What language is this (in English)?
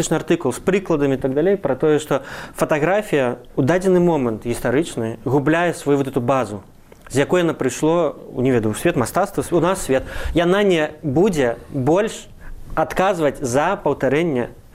Belarusian